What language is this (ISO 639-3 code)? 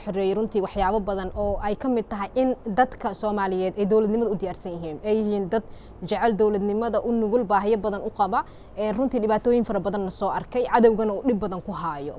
som